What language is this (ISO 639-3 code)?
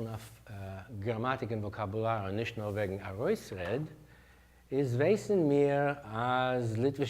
yid